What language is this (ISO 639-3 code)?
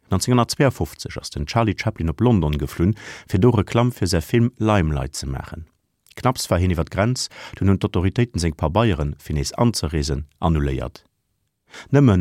ltz